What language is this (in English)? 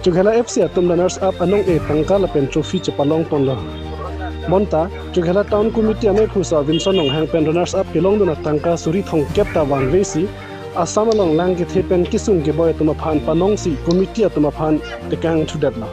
Karbi